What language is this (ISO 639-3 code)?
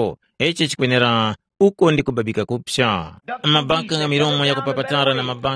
tum